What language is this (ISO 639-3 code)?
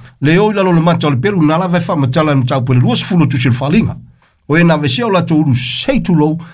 smo